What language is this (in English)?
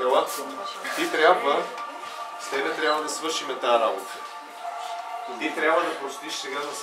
Bulgarian